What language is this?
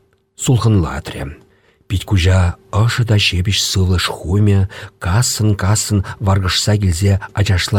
Chuvash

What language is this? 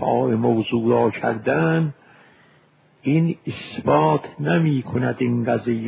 Persian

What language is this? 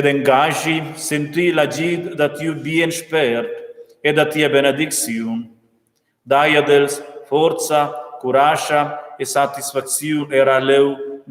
Romansh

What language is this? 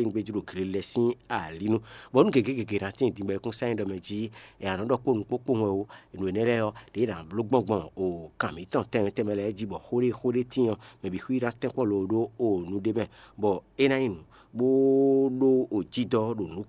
Fon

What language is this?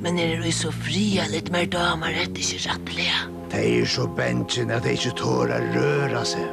Faroese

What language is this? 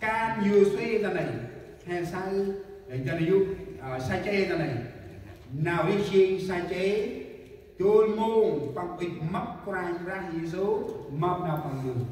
Central Mnong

